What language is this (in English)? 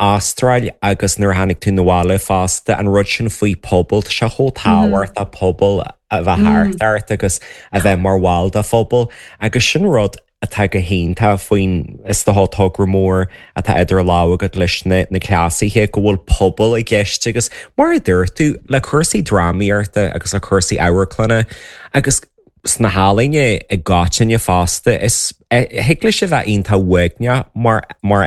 Irish